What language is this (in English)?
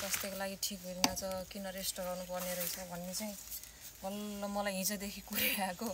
Nepali